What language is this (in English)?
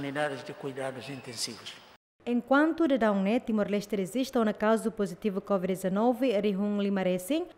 Tetum